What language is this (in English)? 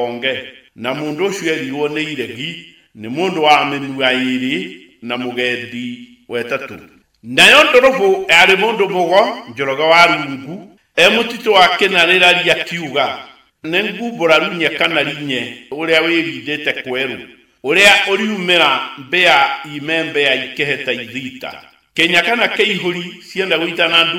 Kikuyu